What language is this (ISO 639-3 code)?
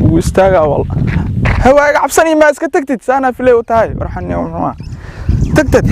som